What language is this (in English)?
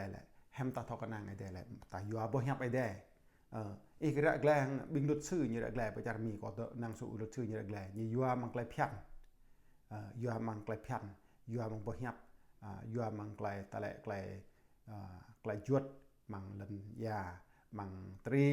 Jarai